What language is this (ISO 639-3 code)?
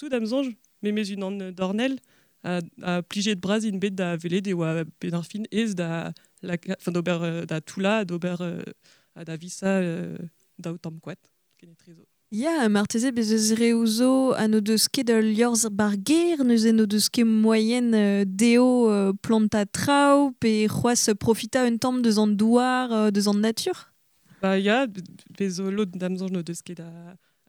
bre